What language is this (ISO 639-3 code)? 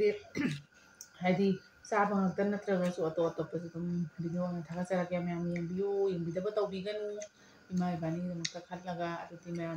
mni